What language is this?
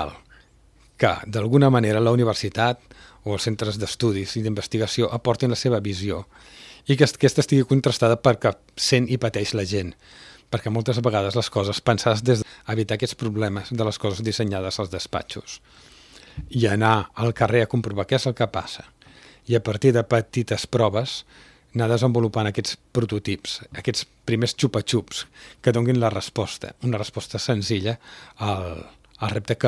Catalan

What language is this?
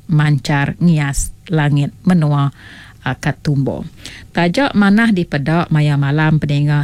Iban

